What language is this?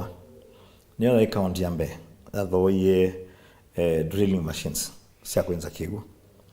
Kamba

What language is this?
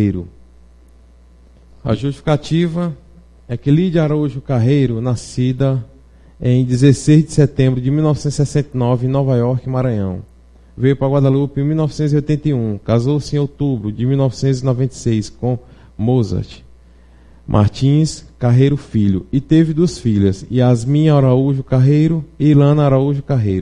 Portuguese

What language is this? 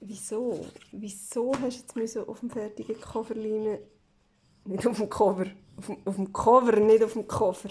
Swiss German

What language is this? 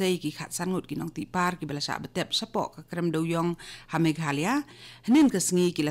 Khasi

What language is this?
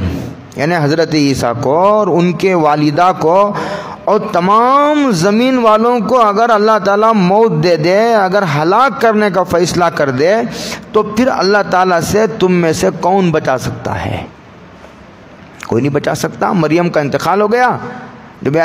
Urdu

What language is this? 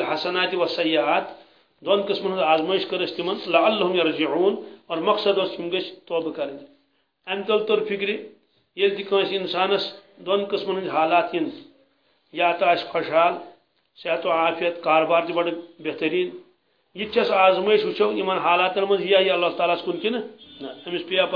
Kashmiri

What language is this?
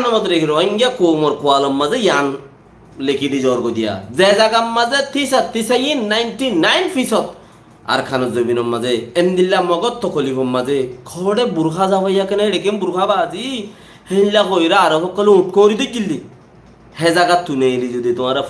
Rohingya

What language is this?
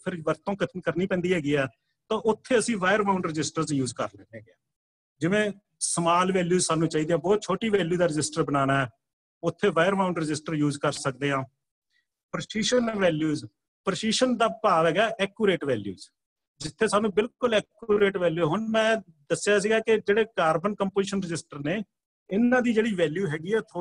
Punjabi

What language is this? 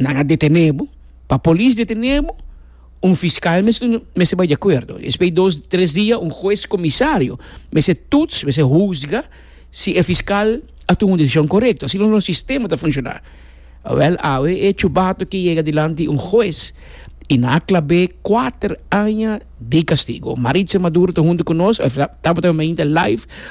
Papiamento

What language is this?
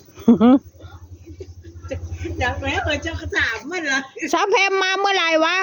Northeastern Thai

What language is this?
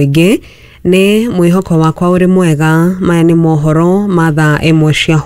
Kikuyu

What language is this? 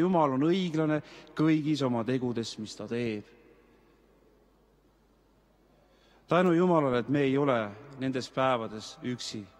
Estonian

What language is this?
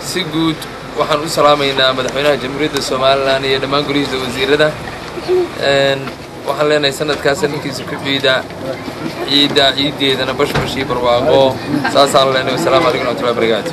Somali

